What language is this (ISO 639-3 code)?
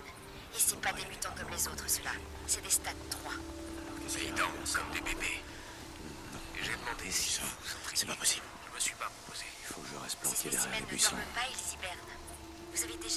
fra